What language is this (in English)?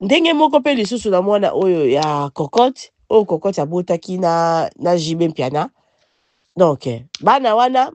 Lingala